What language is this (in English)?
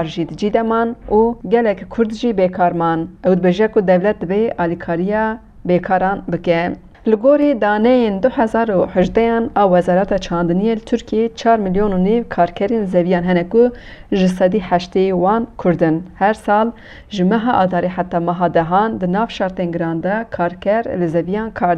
Kurdish